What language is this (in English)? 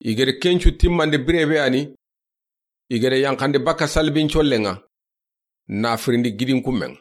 Soninke